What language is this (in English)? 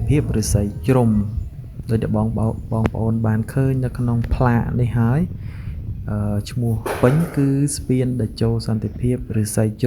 Khmer